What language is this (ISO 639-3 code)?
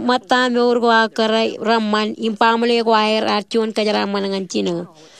mah